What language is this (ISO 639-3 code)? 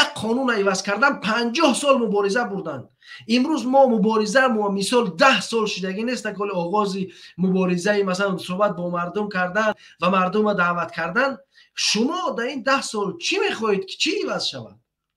tgk